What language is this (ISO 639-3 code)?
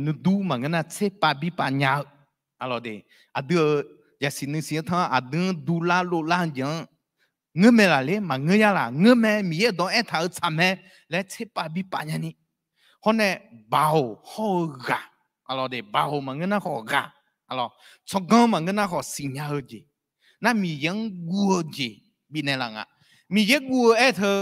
ahk